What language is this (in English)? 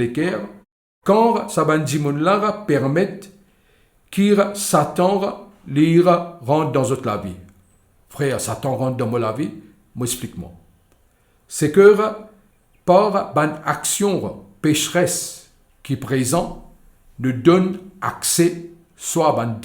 Morisyen